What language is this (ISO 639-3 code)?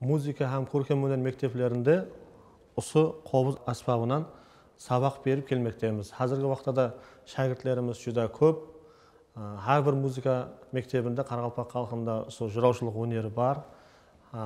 kaa